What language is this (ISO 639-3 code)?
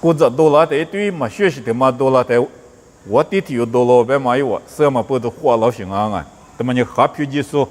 lis